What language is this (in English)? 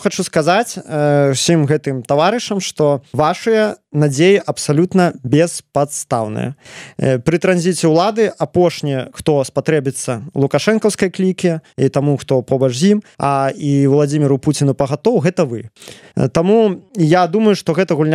Belarusian